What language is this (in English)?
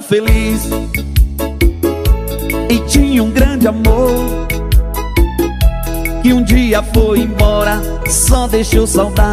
Portuguese